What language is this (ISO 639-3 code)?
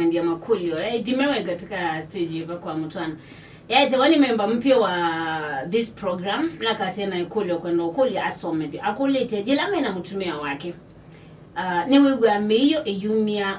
kam